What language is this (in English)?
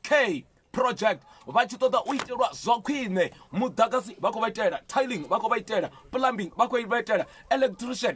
Venda